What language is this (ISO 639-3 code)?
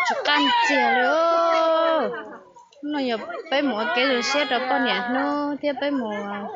hmn